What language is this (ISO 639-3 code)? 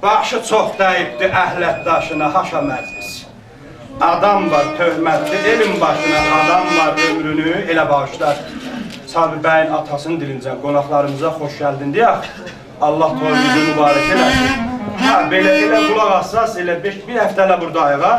azb